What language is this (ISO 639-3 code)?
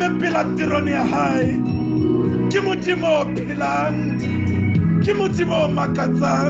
sot